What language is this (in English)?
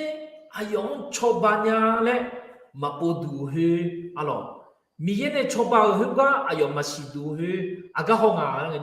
Akha